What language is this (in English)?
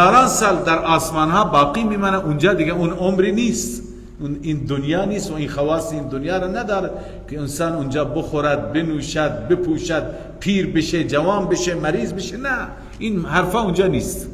Persian